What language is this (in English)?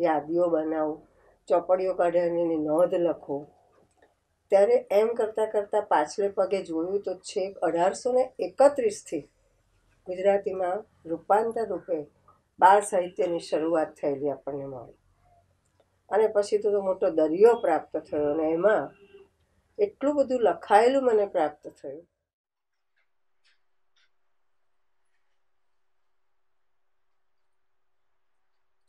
Gujarati